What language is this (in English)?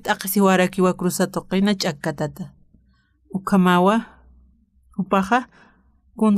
Aymara